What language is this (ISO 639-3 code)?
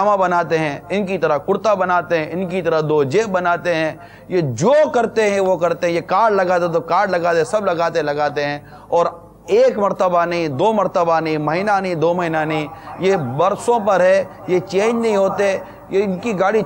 urd